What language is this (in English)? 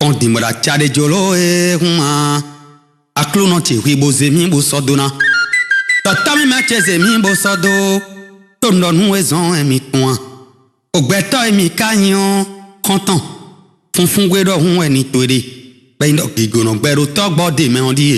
Fon